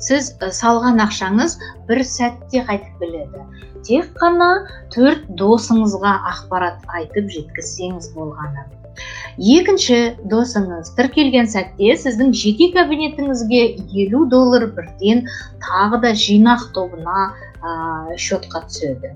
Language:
Kazakh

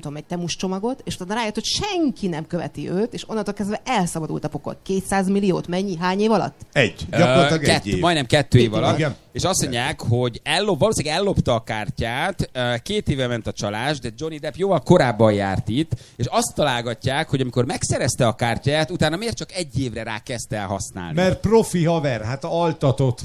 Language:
Hungarian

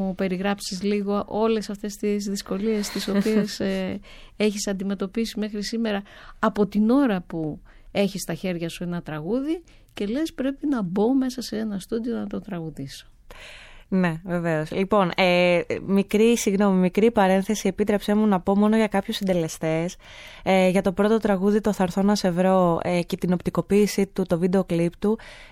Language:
Greek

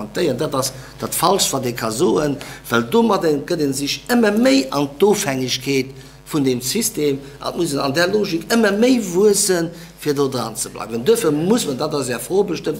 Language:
Luxembourgish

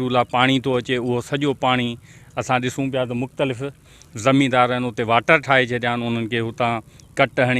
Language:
Sindhi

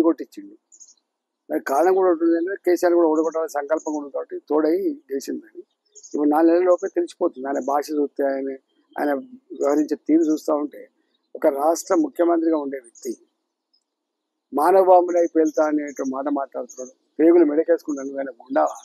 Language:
Telugu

